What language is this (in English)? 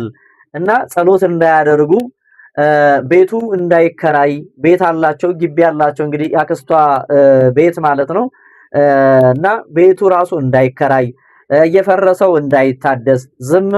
Amharic